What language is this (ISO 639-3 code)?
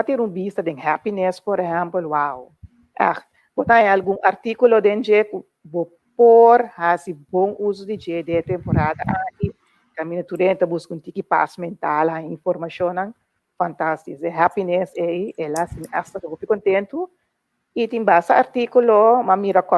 pap